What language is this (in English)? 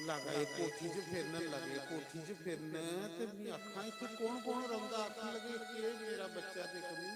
Dogri